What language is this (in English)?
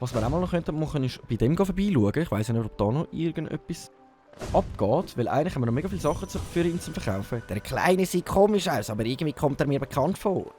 Swiss German